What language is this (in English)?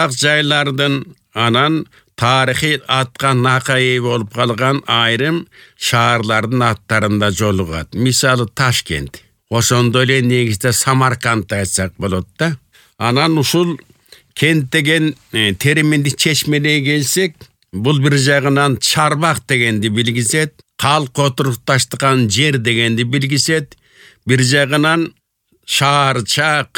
Kyrgyz